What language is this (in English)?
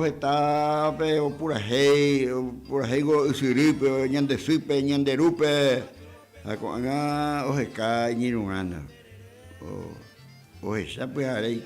Guarani